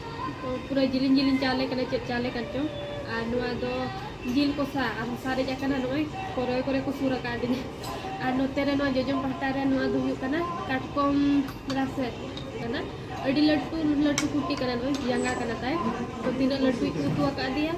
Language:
Santali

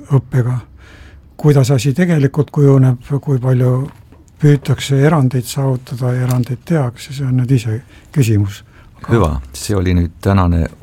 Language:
Estonian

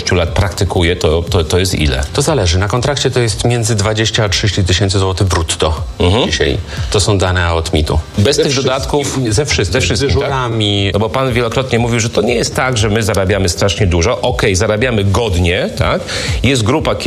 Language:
Polish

